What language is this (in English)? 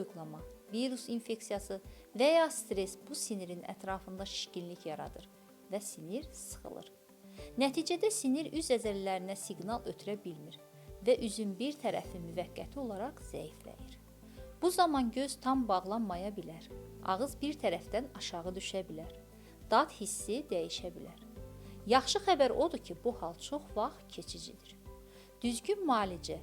Azerbaijani